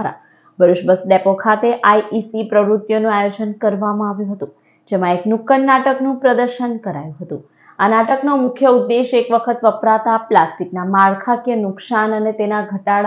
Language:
Gujarati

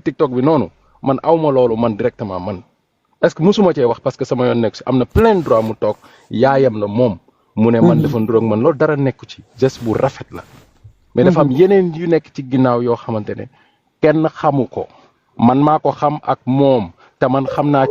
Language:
Wolof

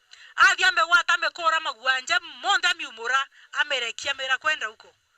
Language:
Meru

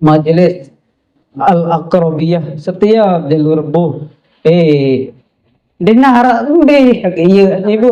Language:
Sasak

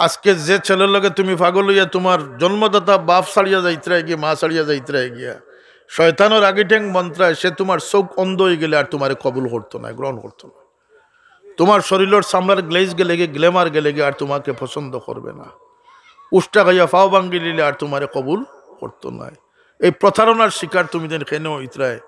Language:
Sylheti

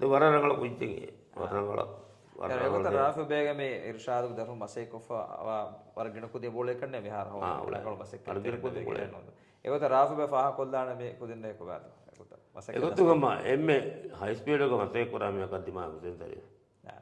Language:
Divehi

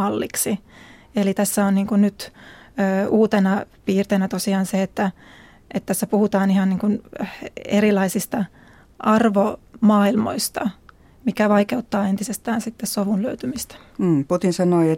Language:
Finnish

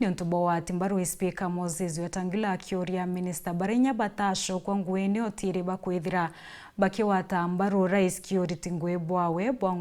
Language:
Meru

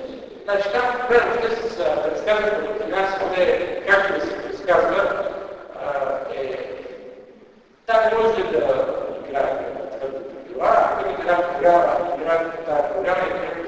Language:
Bulgarian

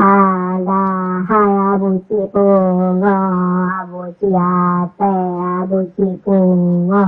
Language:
Achinese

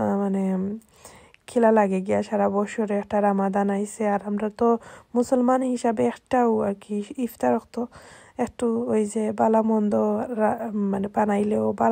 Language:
Sylheti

